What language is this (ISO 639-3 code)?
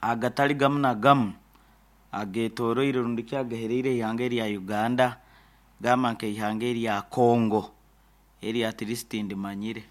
nyn